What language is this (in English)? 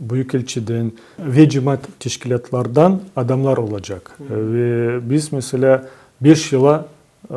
Crimean Tatar